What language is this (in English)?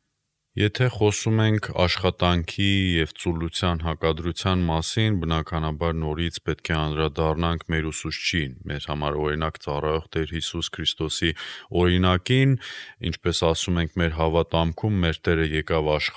Armenian